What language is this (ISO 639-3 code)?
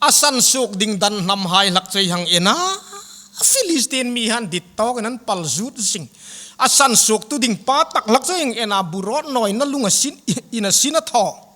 hmr